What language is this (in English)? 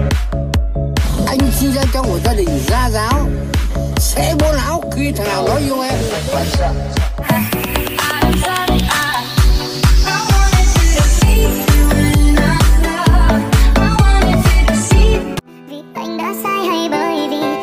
Vietnamese